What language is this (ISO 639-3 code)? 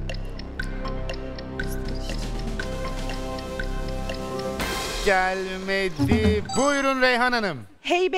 tur